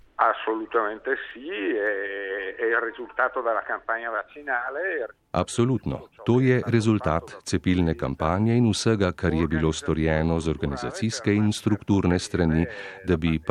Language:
Slovenian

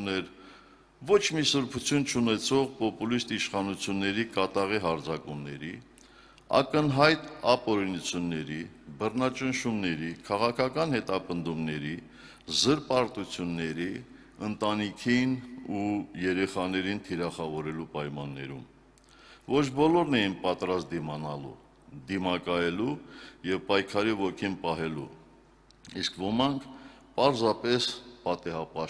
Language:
Armenian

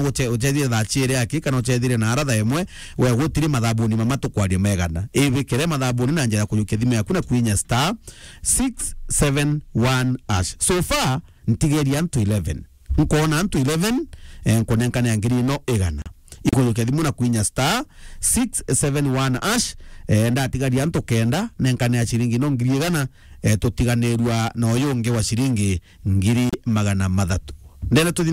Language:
Meru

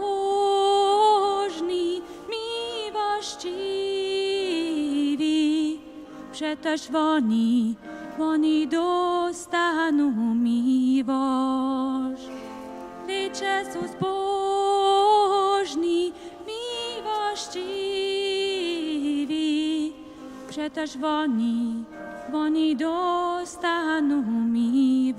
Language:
Upper Sorbian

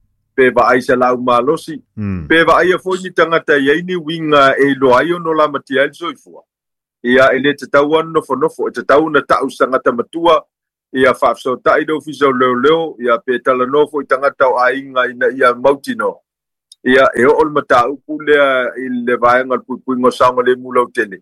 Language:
Samoan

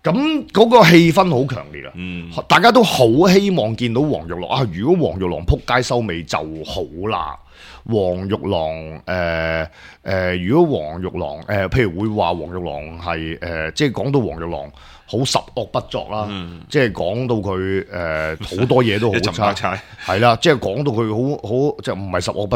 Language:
Cantonese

